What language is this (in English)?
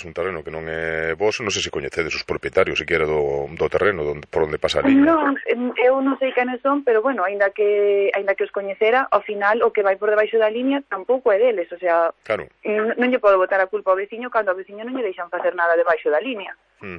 Galician